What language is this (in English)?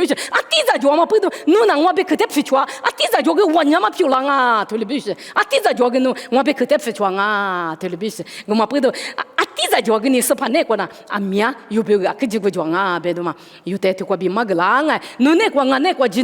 Lisu